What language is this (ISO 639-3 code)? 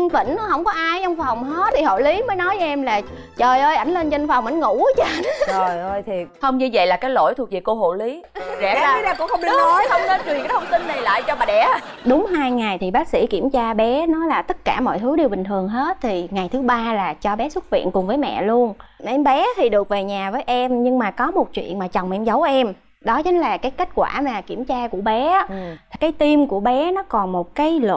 vie